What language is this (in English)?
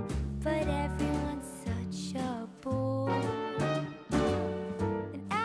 Swedish